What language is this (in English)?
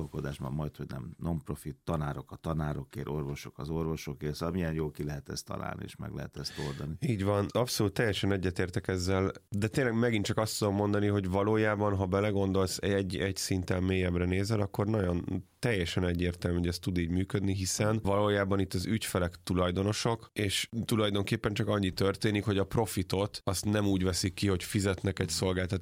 Hungarian